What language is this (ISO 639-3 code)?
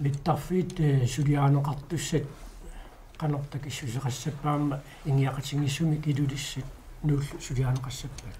kal